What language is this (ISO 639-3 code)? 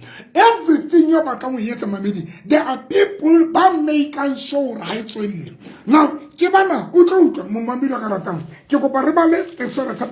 tsn